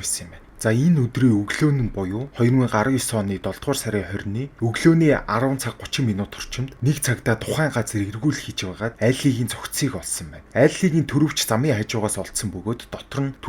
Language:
Mongolian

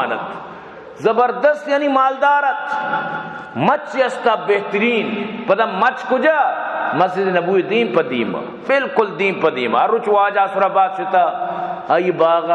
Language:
Baluchi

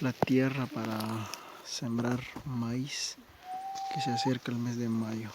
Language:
Kekchí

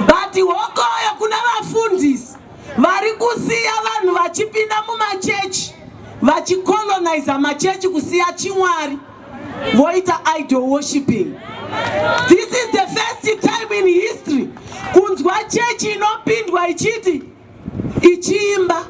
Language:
Shona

